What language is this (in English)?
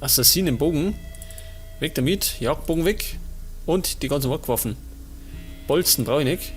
Bavarian